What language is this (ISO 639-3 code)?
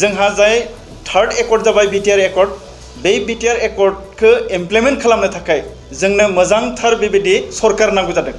brx